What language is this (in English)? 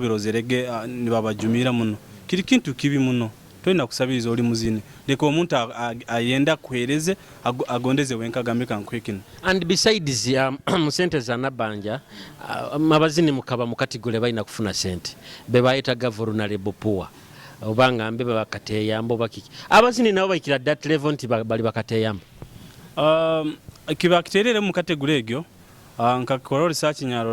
Nyoro